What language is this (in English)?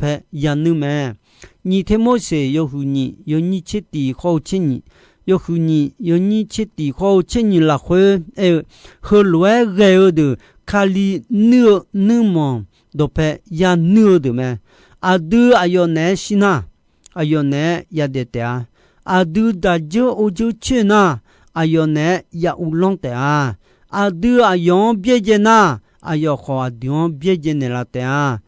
Akha